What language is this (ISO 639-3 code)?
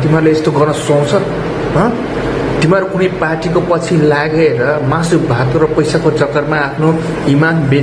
nep